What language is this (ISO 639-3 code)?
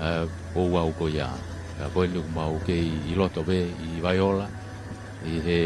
ton